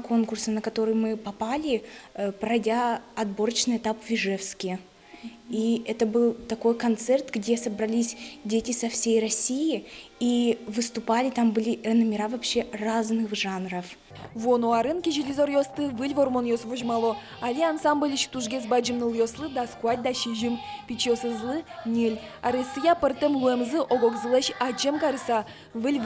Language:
Udmurt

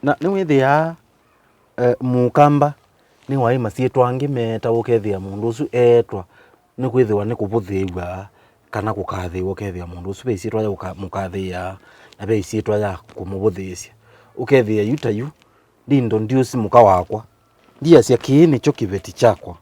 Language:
Kamba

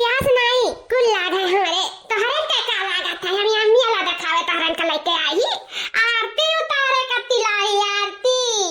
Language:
Awadhi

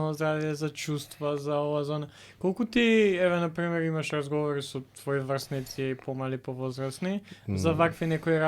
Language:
Macedonian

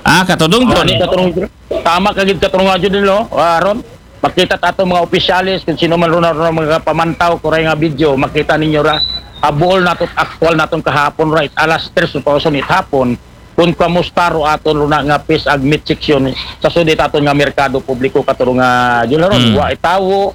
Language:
Aklanon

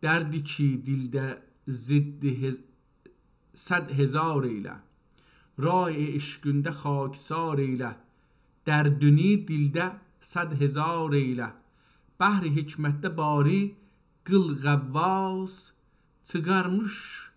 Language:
South Azerbaijani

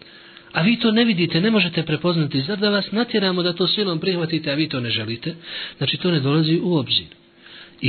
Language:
Bosnian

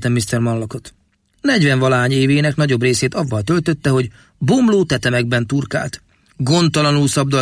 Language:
Hungarian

